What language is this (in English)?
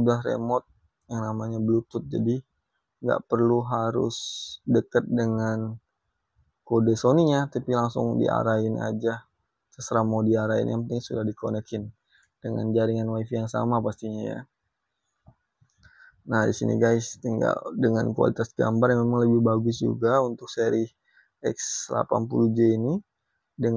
Indonesian